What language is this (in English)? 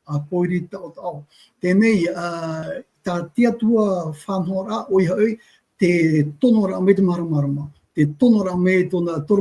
Tahitian